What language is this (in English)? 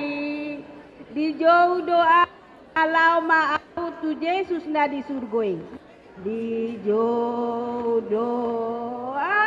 Batak Karo